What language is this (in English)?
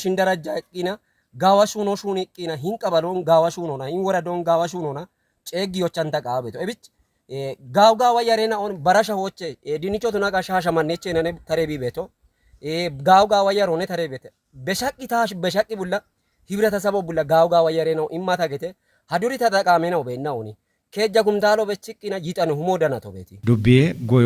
Kafa